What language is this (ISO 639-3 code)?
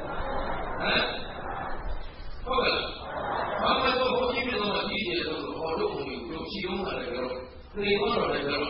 mya